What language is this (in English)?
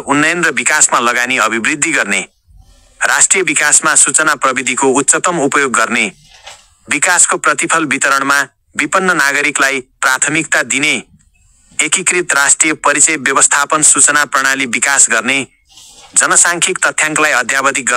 Nepali